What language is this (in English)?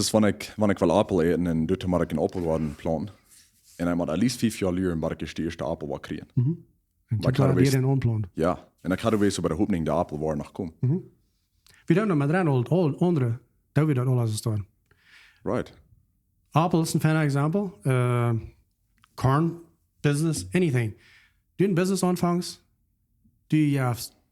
Plautdietsch